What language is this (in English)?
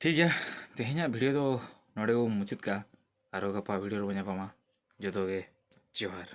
Santali